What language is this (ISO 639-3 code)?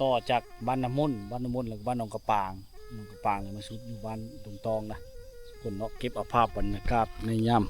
lao